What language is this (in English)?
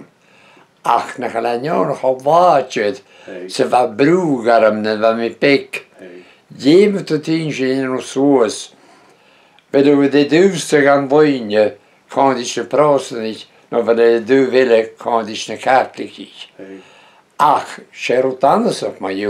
Breton